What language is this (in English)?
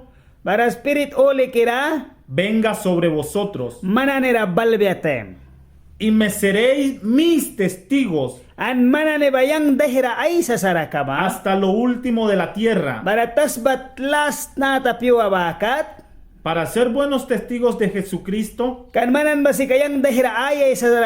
Mískito